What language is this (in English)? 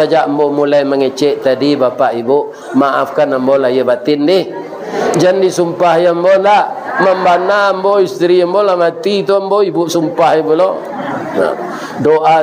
Minangkabau